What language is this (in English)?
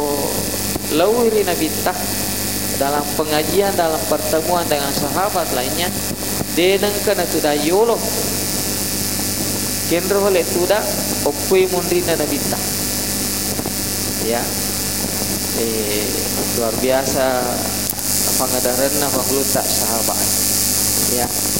Indonesian